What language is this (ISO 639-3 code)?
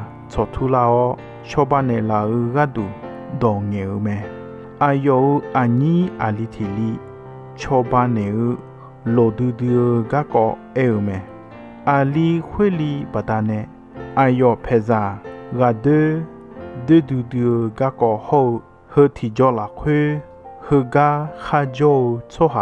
ahk